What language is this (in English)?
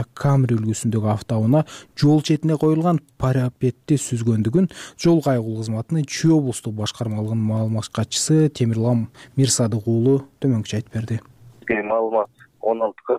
Kyrgyz